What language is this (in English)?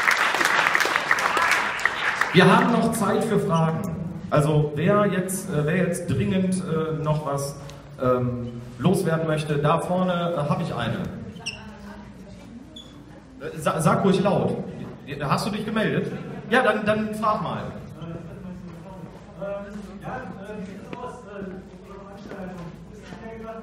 German